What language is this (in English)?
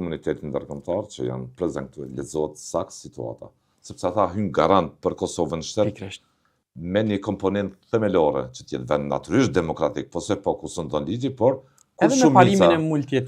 Albanian